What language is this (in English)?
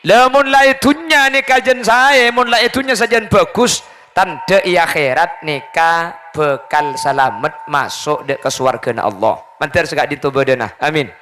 Madurese